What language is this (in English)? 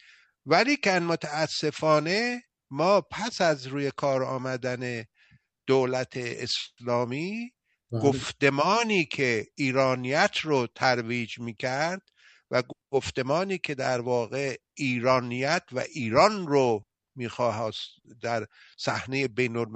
Persian